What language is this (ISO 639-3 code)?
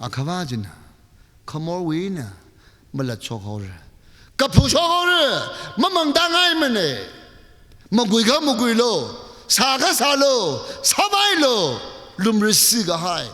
nmf